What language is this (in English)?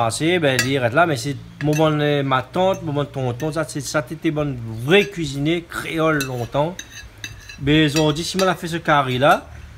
Réunion Creole French